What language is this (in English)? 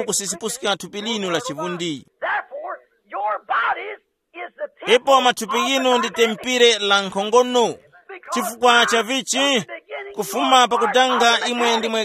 Tumbuka